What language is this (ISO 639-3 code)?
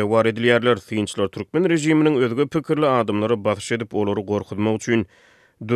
tuk